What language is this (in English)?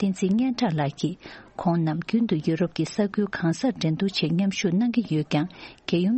Tibetan